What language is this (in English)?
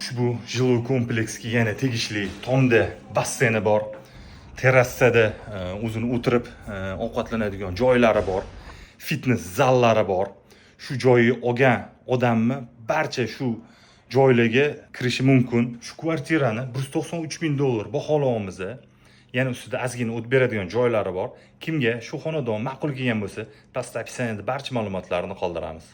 Uzbek